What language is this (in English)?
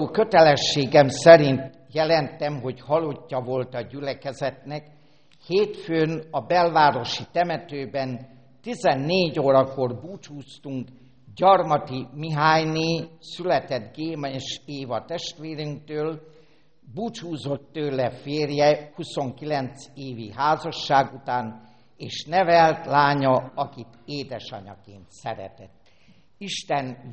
Hungarian